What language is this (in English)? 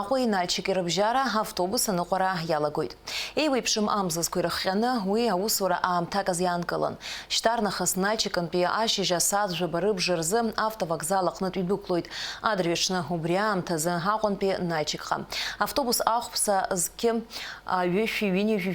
Abkhazian